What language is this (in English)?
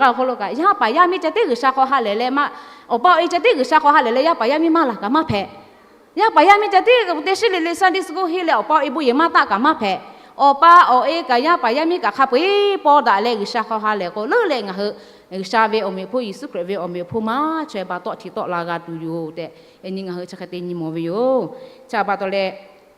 Lahu